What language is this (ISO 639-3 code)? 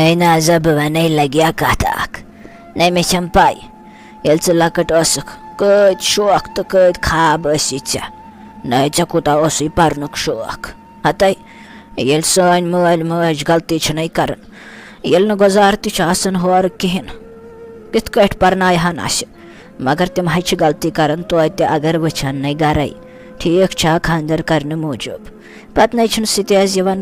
kas